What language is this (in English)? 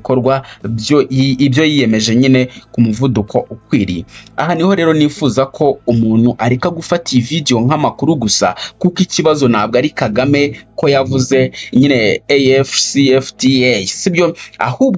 Kinyarwanda